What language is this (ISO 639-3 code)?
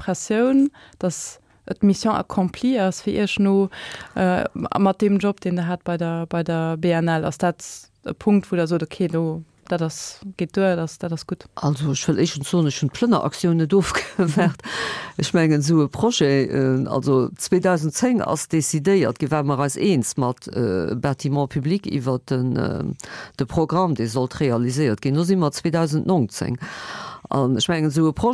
ltz